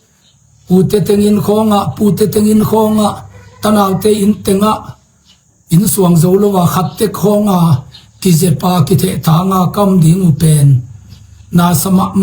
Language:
Tedim Chin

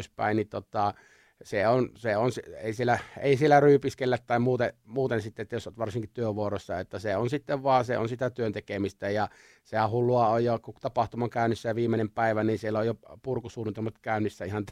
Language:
Finnish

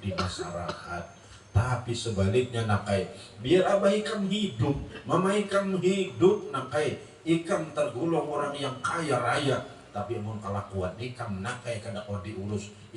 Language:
Banjar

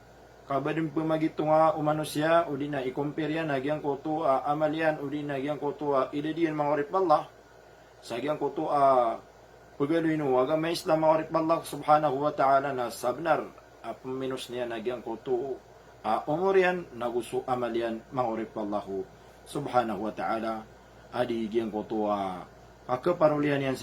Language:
Maranao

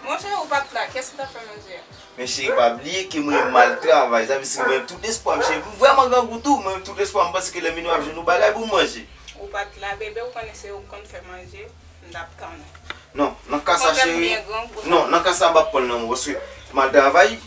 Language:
Haitian Creole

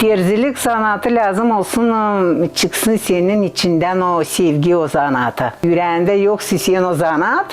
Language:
Gagauz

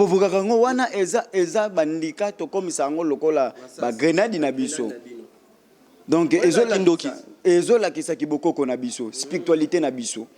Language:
Lingala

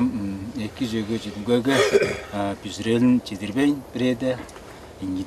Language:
Tuvinian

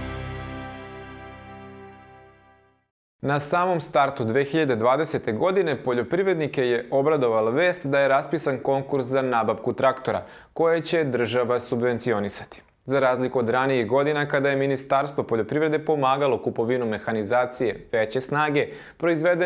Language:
Serbian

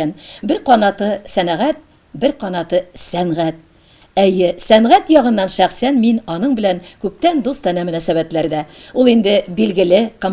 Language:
Tatar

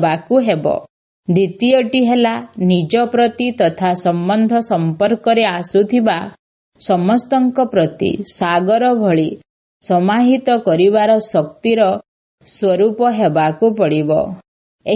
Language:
Odia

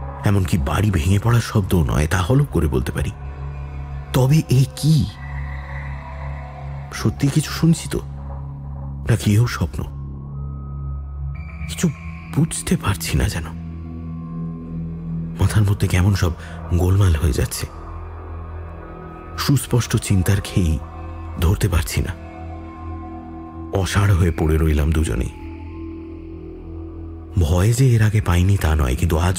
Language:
Bangla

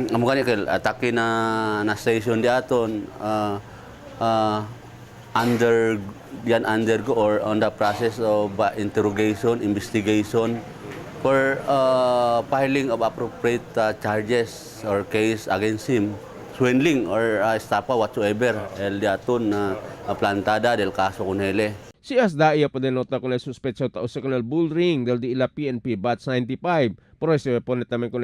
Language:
Chavacano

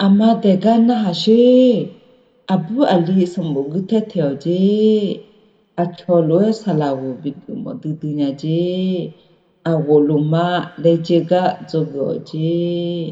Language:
Akha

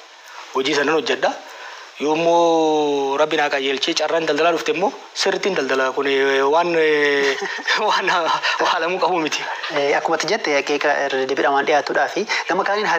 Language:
Oromo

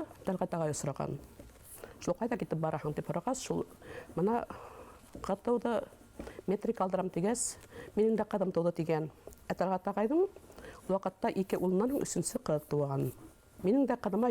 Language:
Bashkir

